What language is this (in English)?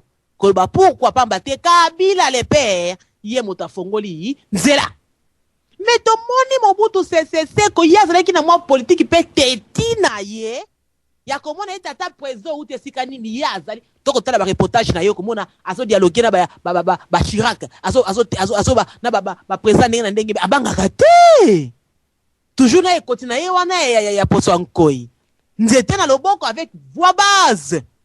Lingala